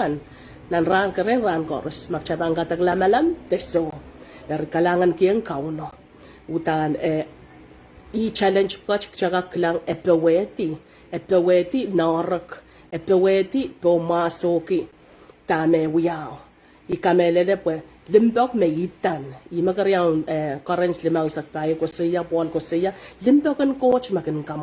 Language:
Pohnpeian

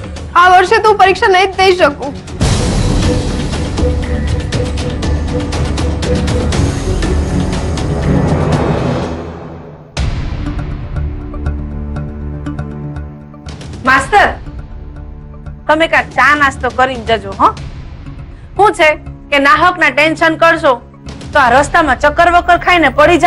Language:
Gujarati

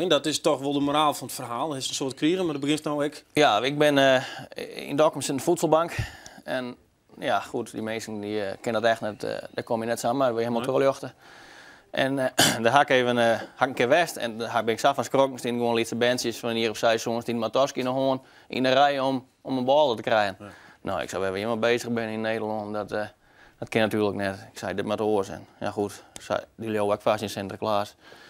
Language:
Western Frisian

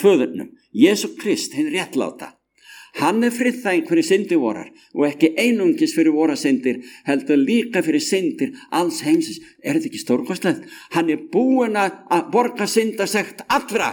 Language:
Icelandic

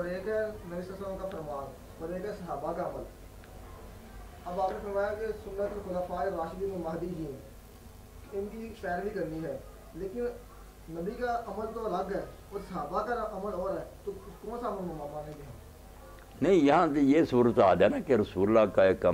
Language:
Urdu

